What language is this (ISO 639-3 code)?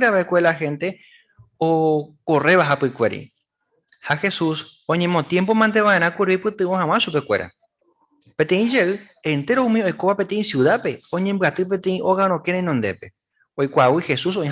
grn